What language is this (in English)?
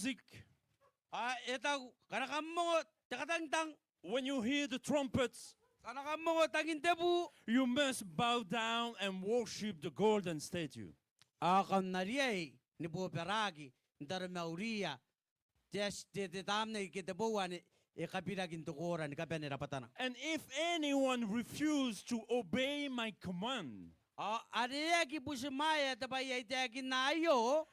Gilbertese